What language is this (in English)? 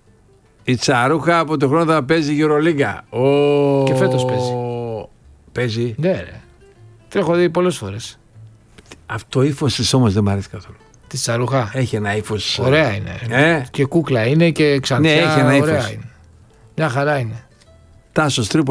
Greek